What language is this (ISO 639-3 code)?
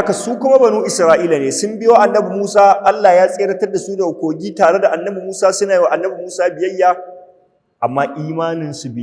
hau